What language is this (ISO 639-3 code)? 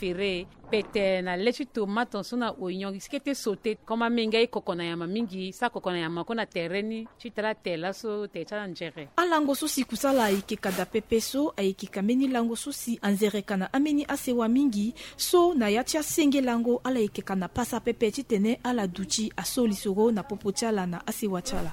sag